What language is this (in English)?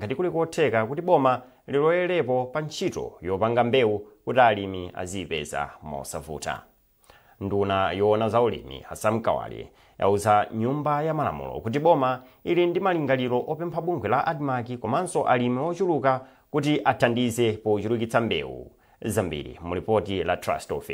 Nyanja